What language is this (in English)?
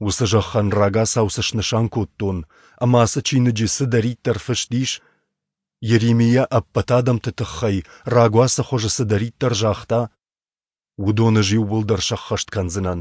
Ossetic